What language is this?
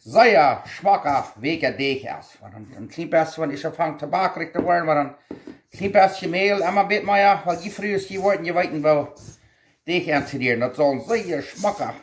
Plautdietsch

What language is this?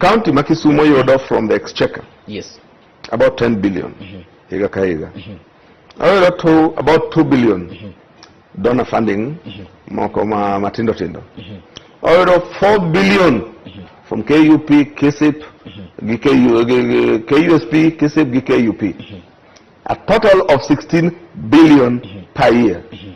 Luo (Kenya and Tanzania)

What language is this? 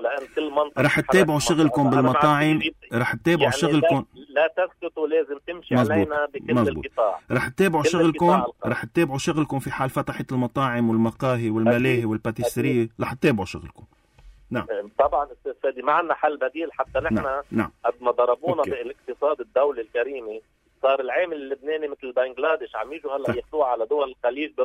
North Levantine Arabic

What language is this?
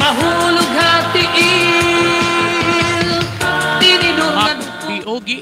Waray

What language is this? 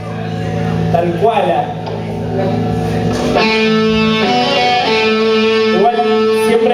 Spanish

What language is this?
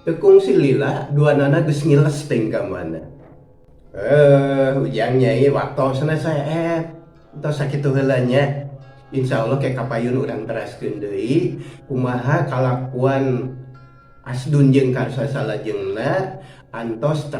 Sundanese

